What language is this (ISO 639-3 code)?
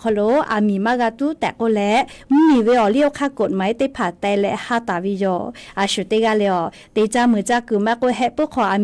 lhu